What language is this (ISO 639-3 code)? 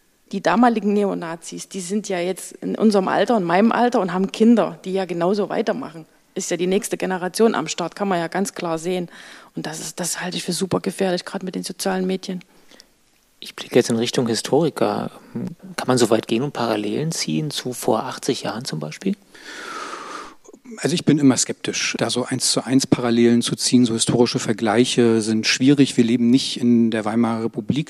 deu